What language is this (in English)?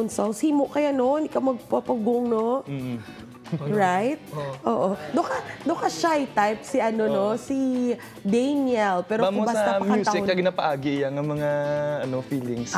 Hiligaynon